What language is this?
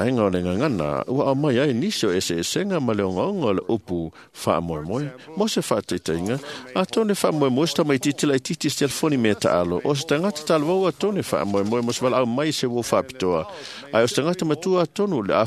Samoan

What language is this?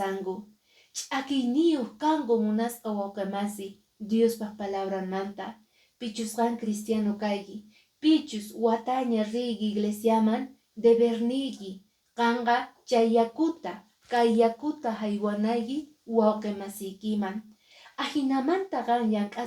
Quechua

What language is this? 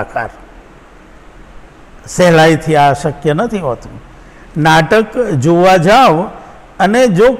Gujarati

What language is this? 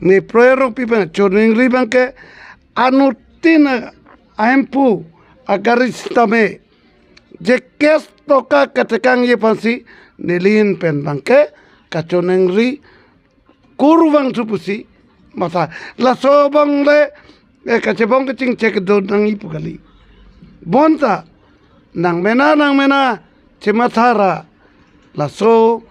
Karbi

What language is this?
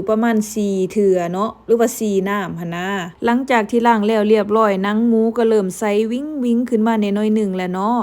Lao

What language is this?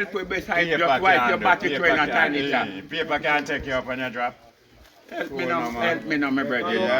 Jamaican Creole English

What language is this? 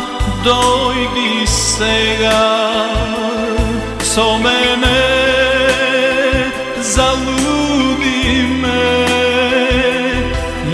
Macedonian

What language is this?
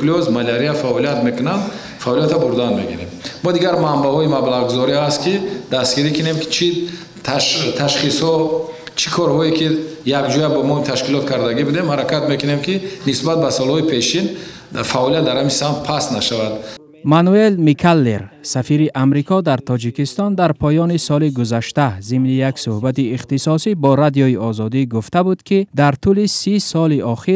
Tajik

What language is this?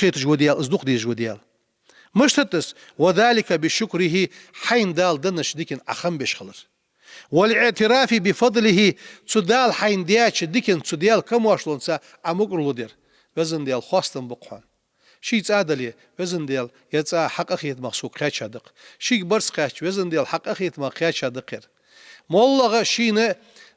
Ingush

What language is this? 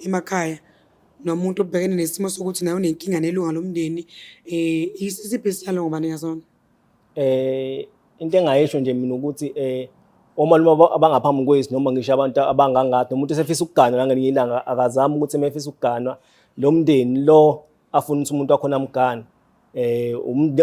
Zulu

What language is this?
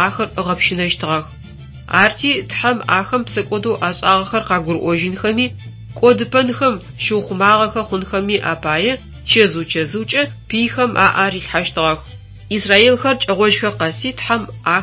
Adyghe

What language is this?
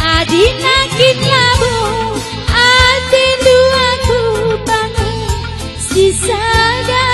Batak Karo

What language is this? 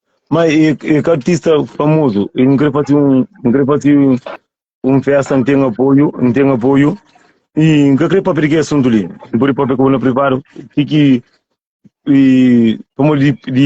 Kabuverdianu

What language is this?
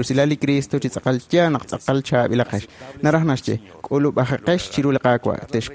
Kekchí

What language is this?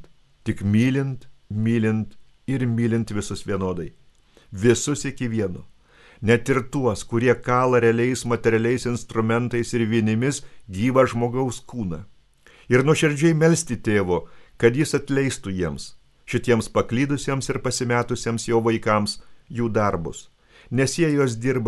Lithuanian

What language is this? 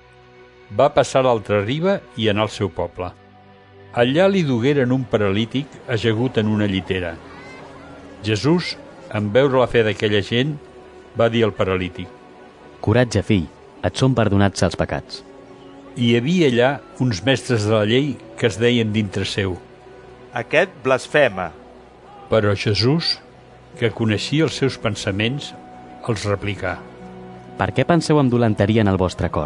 Catalan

